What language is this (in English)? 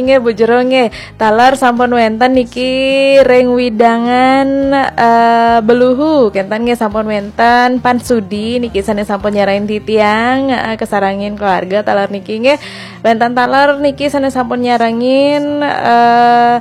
Balinese